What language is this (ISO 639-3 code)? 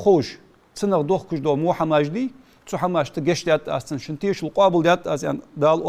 inh